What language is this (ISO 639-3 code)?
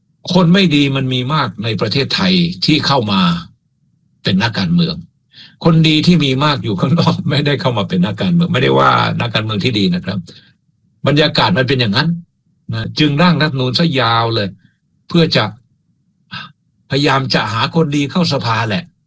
tha